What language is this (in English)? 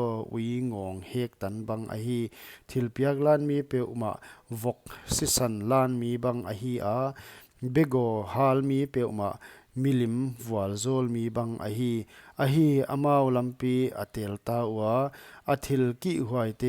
Paite Chin